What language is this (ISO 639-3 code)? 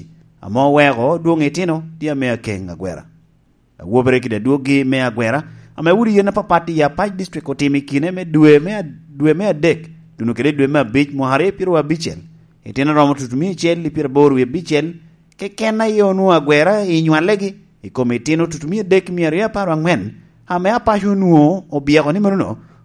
laj